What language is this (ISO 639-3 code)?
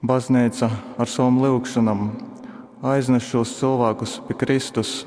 ltg